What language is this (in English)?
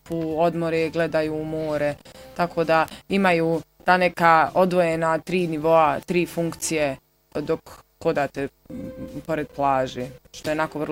Bosnian